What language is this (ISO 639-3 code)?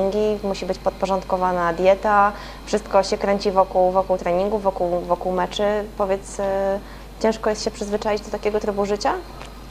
pol